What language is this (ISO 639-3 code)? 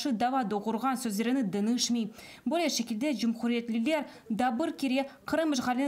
crh